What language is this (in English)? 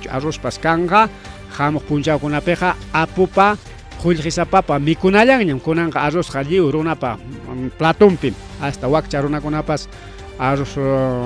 Ayacucho Quechua